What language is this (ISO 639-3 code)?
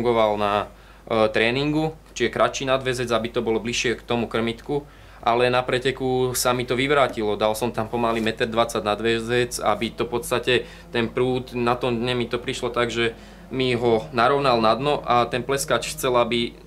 slk